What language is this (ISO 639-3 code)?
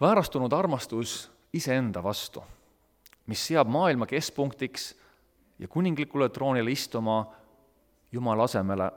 est